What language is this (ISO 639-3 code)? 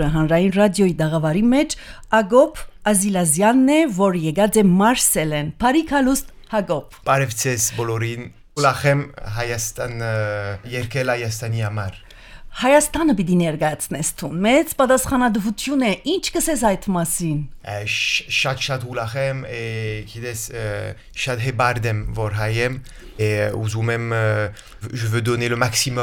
hye